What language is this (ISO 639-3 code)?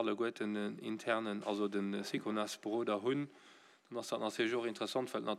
ltz